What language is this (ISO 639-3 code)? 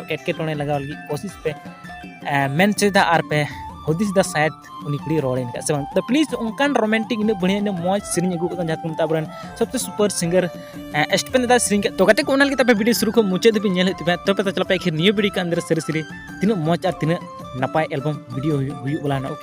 sat